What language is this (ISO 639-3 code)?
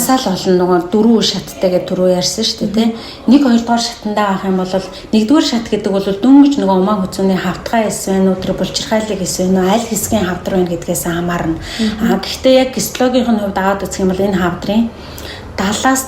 mon